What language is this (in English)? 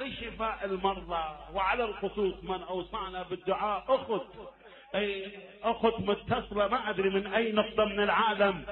Mesopotamian Arabic